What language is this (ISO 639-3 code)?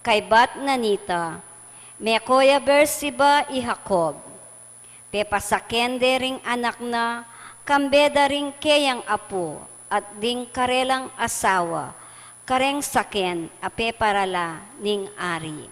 pam